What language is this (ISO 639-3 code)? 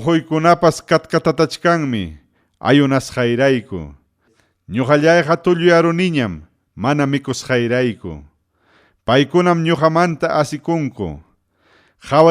quy